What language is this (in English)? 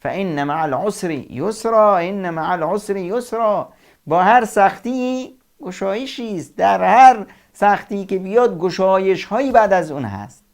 Persian